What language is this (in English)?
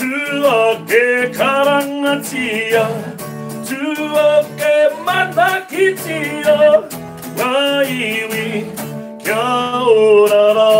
Māori